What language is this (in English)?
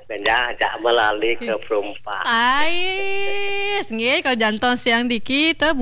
Balinese